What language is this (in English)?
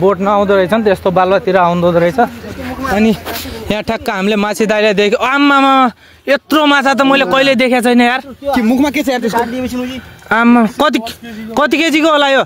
Nepali